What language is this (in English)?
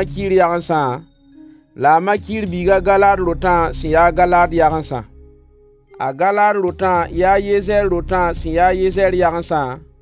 Mossi